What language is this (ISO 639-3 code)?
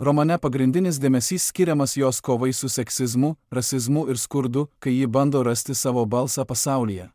lit